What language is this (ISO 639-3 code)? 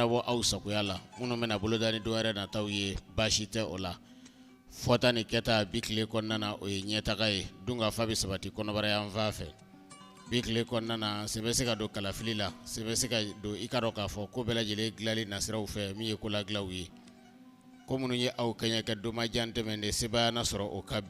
bam